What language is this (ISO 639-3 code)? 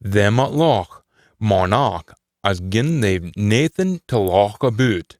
sco